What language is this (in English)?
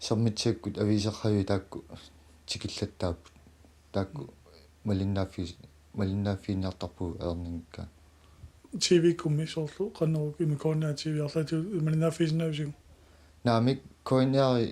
Kalaallisut